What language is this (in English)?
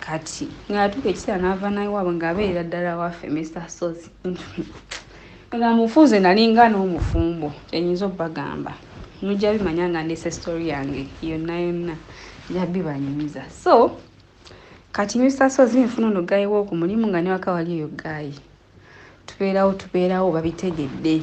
Ganda